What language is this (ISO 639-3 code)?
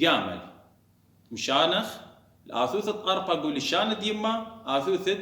aii